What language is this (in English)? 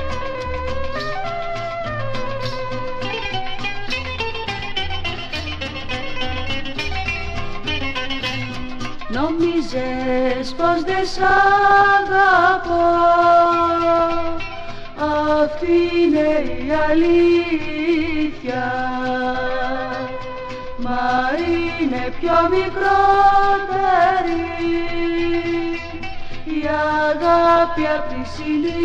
Greek